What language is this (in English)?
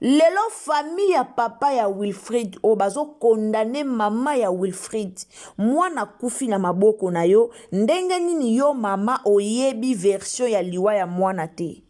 Lingala